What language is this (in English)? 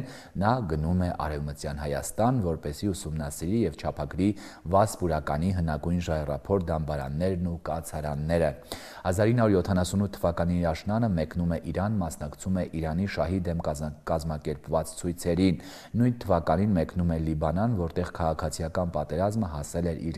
Armenian